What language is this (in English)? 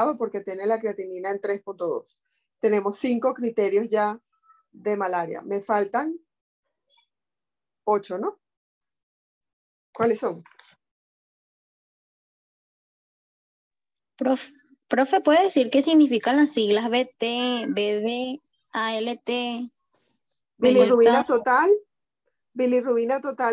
Spanish